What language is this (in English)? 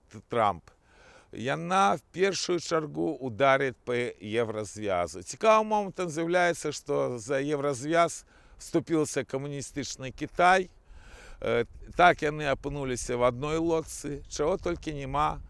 Belarusian